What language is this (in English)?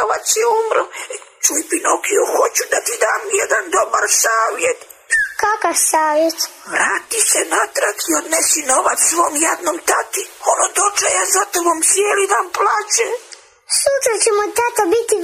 Croatian